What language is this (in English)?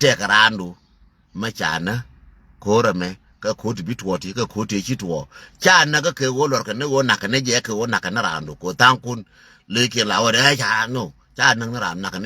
Nuer